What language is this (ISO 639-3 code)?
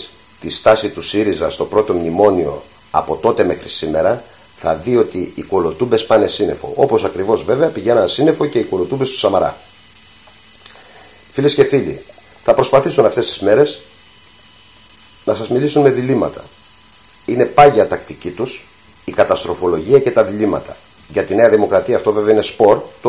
ell